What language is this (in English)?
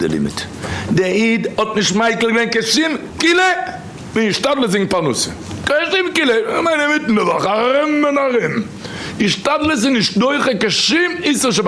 Yiddish